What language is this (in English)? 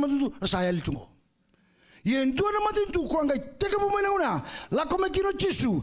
Fijian